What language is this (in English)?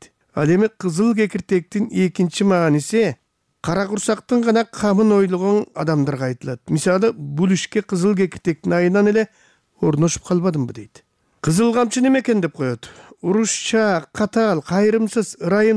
Kyrgyz